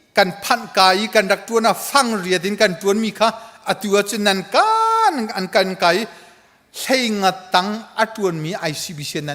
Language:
Hakha Chin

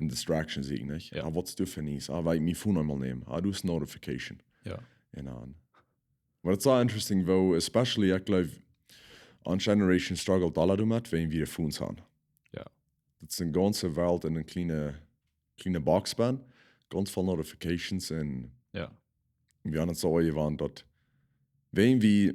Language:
Plautdietsch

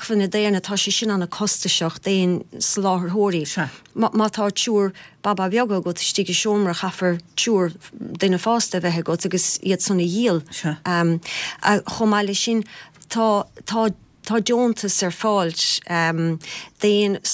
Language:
Irish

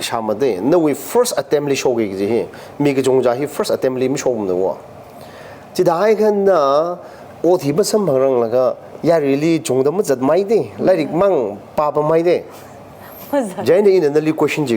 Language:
Tangkhul Naga (India)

